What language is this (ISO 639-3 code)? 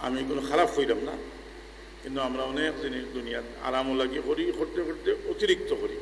syl